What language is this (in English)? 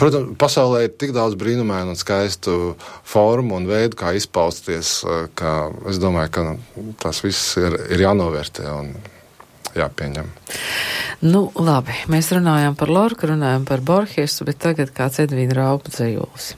Latvian